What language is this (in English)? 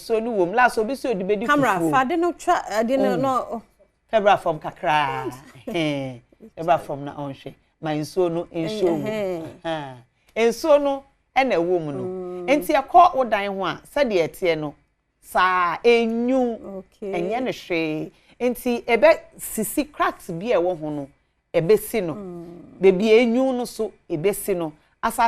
Akan